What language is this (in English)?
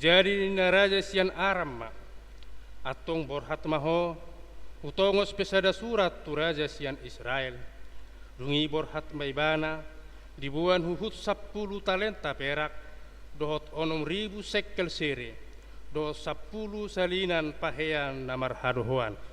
Batak Toba